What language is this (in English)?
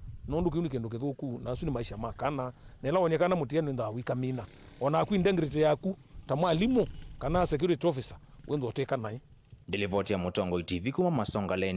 Kamba